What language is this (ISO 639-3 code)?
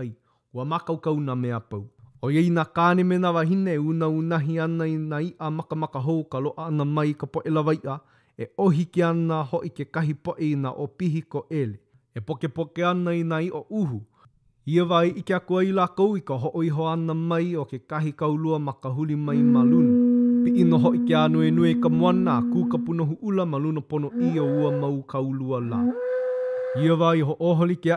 haw